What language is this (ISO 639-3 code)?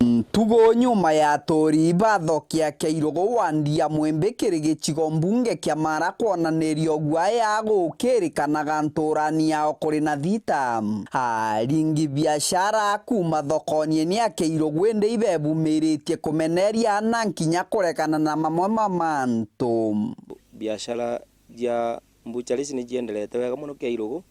mer